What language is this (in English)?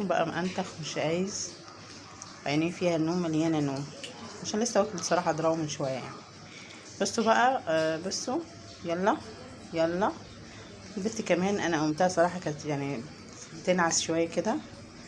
Egyptian Arabic